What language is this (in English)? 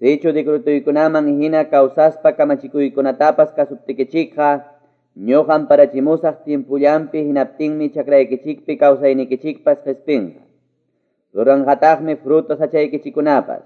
Quechua